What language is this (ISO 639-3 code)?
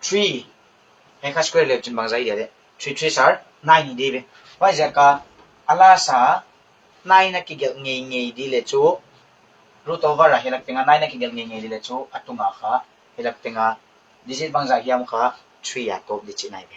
pck